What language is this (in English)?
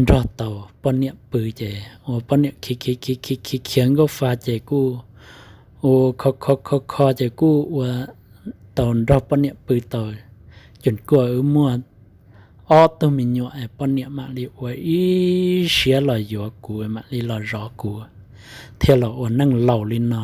Hmong